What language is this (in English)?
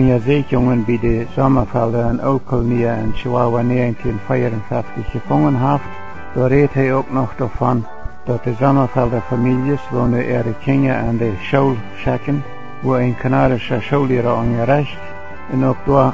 Plautdietsch